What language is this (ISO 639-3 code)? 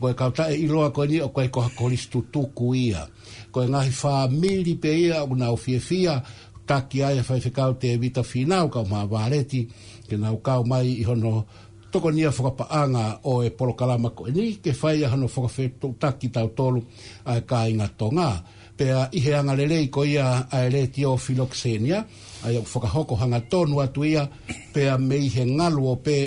ton